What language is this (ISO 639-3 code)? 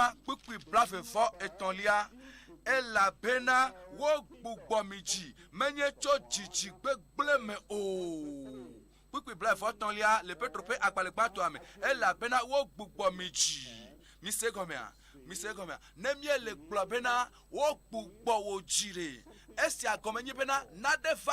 ewe